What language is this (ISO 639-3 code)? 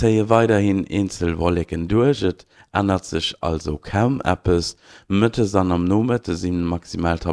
ltz